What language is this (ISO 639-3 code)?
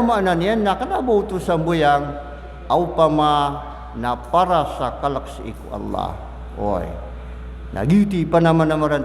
mrw